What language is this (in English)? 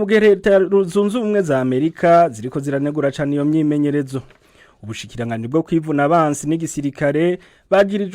Rundi